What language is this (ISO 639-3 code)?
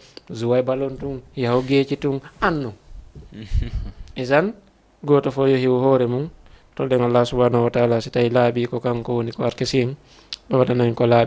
ful